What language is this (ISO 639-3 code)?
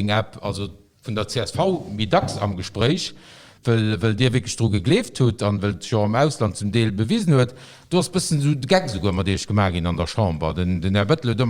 ltz